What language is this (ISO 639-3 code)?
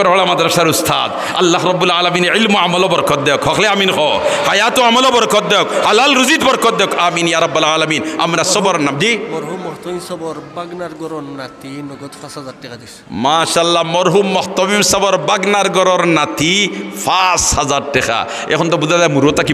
syl